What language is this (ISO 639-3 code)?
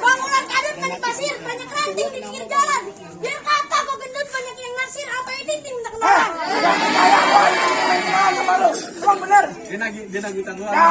bew